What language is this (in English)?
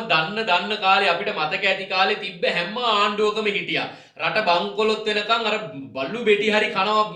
Sinhala